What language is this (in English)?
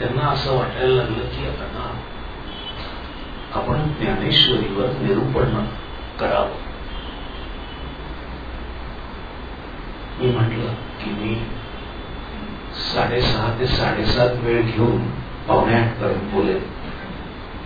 Marathi